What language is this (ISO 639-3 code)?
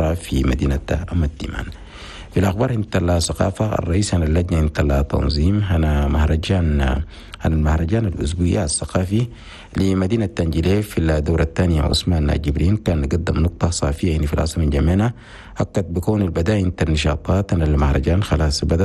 shu